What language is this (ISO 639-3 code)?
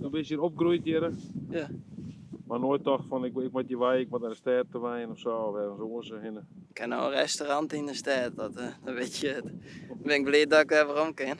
fry